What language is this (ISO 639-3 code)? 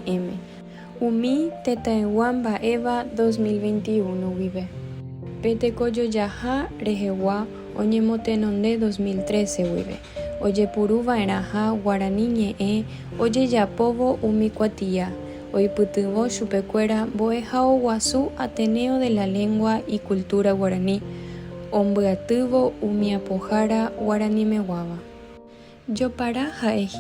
grn